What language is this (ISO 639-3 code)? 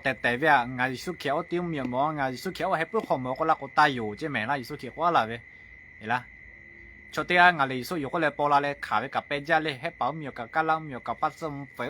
lhu